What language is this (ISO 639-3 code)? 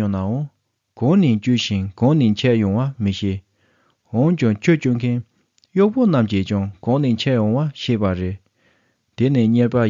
bod